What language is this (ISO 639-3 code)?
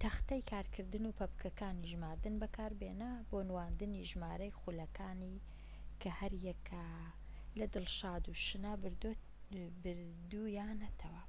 ckb